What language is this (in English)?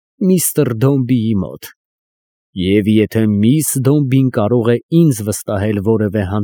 Armenian